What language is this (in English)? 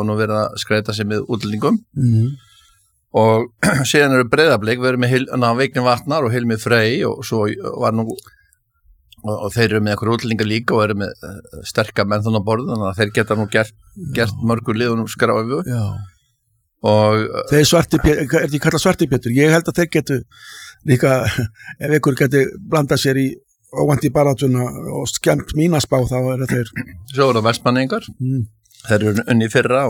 Icelandic